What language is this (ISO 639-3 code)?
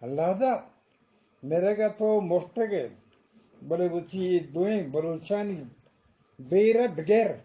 bgp